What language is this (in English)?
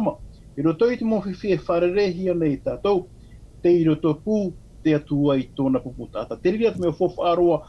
Tahitian